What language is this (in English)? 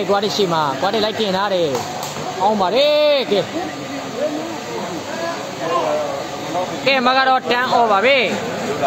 Burmese